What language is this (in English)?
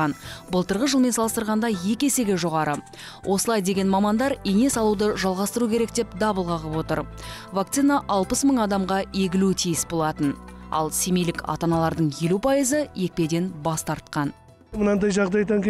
Kazakh